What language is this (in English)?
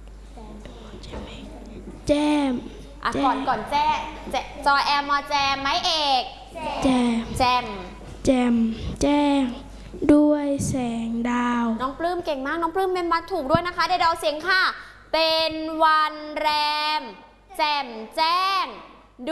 Thai